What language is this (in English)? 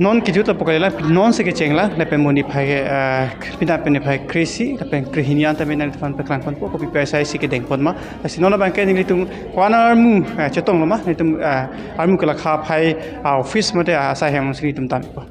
Karbi